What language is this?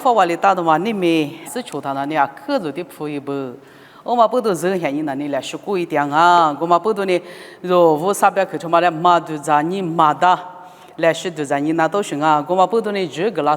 Lisu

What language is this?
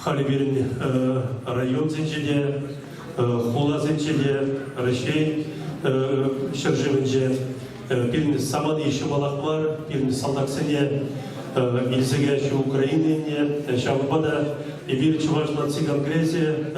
Chuvash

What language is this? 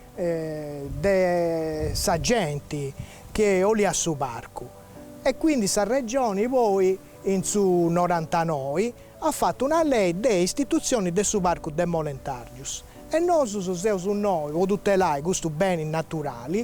Sardinian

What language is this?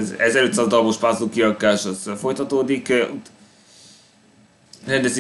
Hungarian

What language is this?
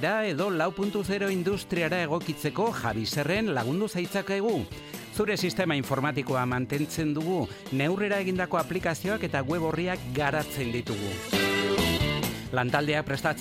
Basque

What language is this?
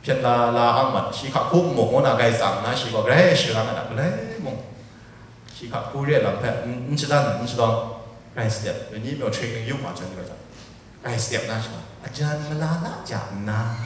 Kachin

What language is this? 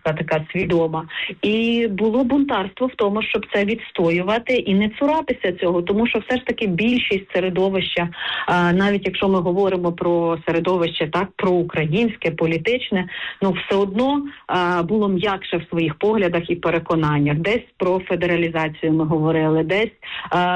Ukrainian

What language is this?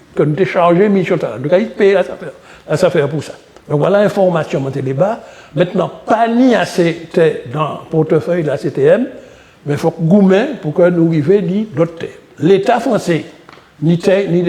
Guadeloupean Creole French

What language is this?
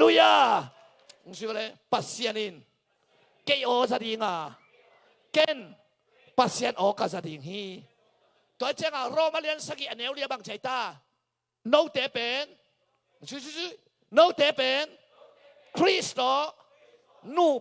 Tedim Chin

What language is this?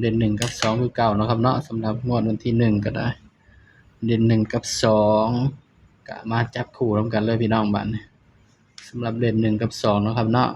Northeastern Thai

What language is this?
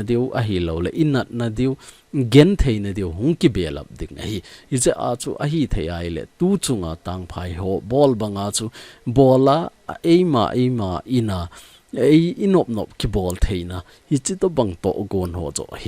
Thado Chin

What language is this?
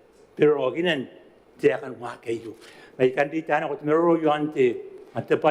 Gilbertese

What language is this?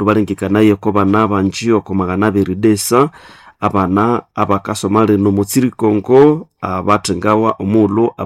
Nande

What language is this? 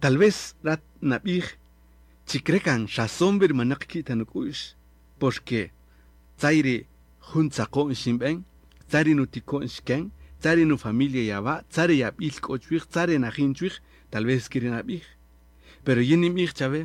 Kaqchikel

